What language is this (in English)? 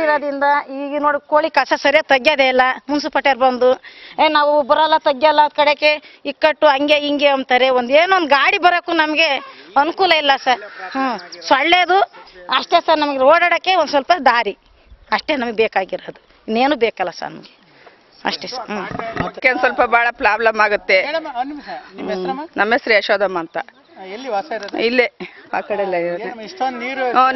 Kannada